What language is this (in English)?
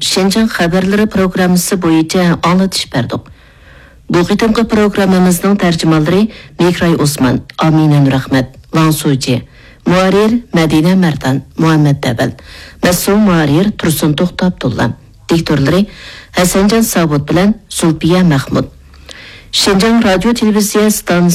Uyghur